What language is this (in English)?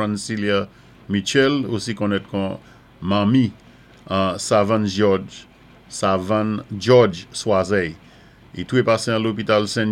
Saint Lucian Creole French